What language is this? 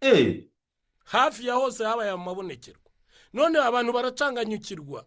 Kinyarwanda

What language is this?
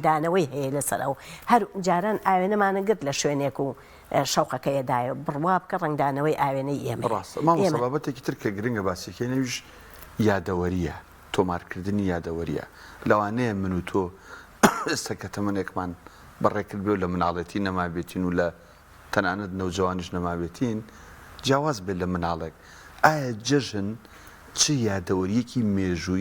Central Kurdish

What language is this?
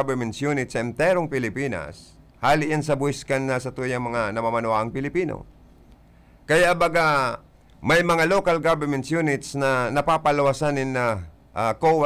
Bikol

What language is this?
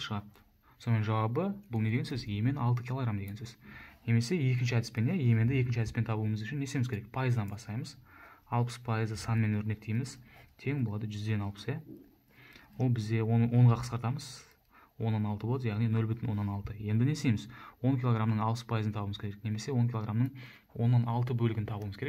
Kazakh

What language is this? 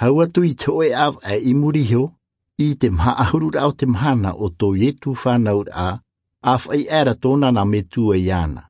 Tahitian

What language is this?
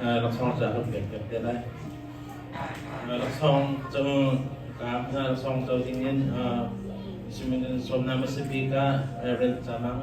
Hakha Chin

